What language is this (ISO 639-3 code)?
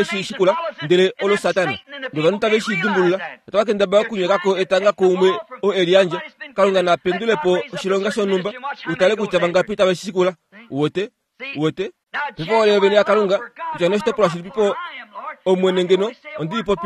kua